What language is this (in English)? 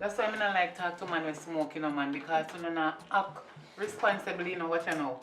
Jamaican Creole English